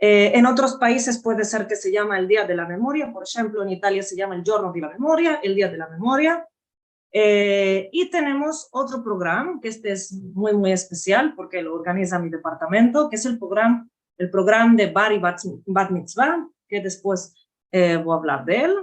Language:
Ladino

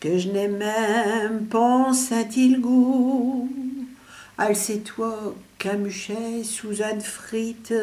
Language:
Picard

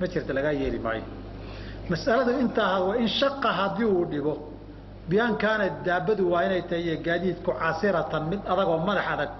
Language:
Somali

